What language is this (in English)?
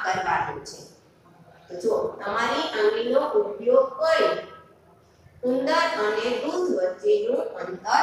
Gujarati